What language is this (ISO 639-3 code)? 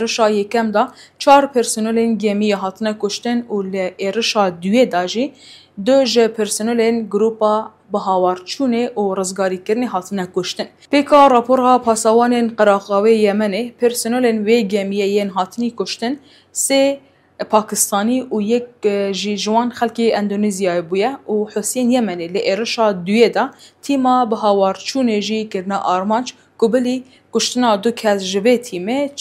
kur